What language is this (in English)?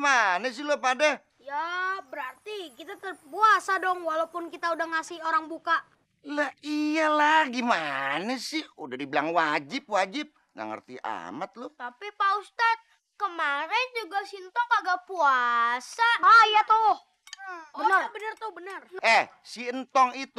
Betawi